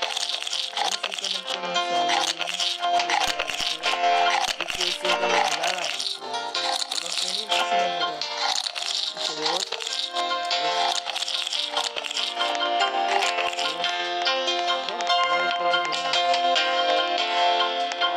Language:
Hebrew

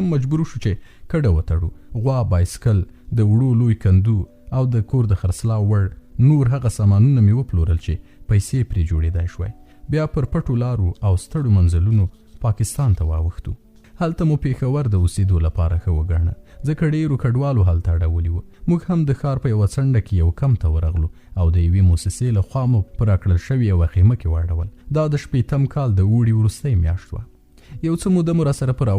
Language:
Pashto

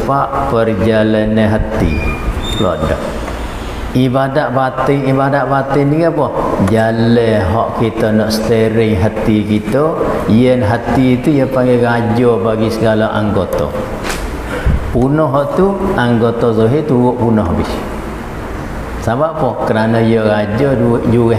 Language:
Malay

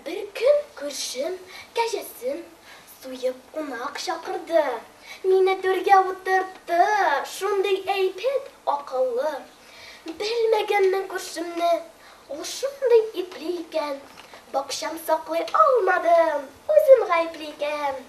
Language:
Tatar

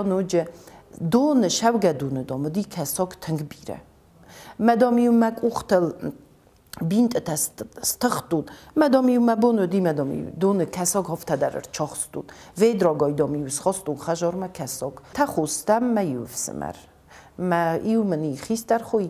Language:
Ossetic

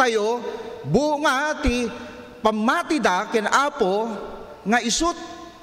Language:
Iloko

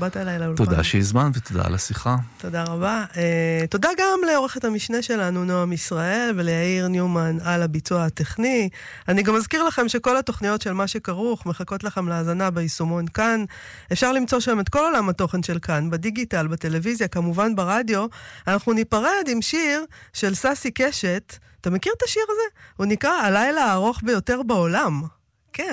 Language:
Hebrew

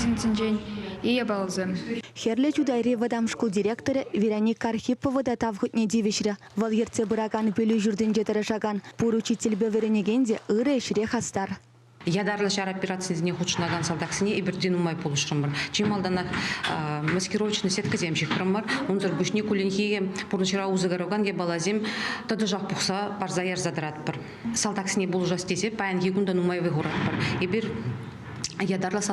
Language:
Chuvash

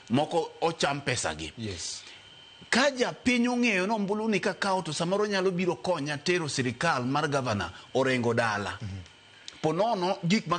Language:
Luo (Kenya and Tanzania)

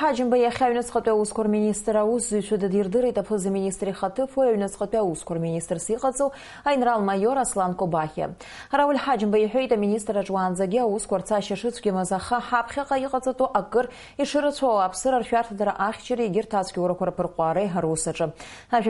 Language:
Abkhazian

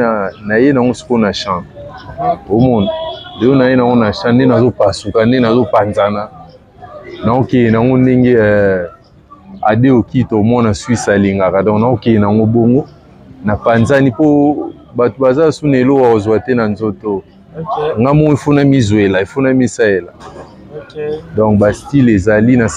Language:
Lingala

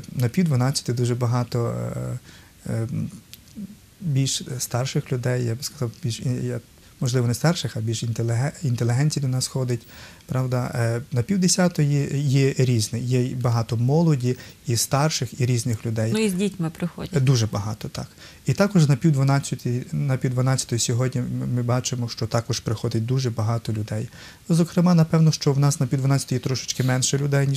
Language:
Ukrainian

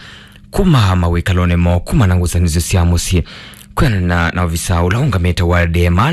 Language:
Kamba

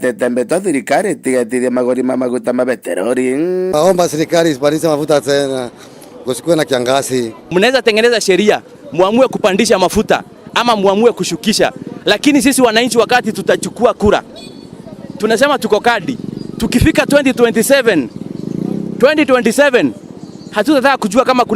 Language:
Meru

